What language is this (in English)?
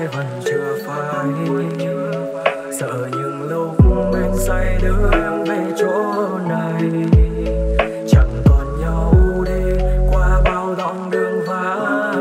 Vietnamese